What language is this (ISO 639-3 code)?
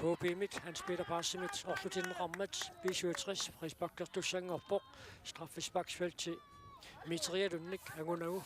kal